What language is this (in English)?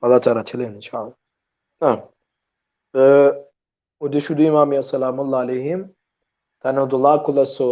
Balkan Romani